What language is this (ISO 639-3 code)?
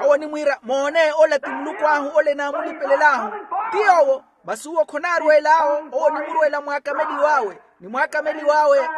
vmw